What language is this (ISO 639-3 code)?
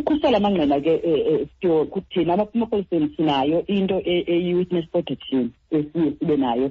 xho